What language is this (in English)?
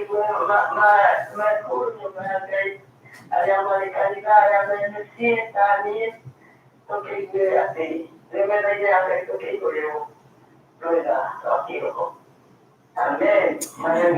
Kikuyu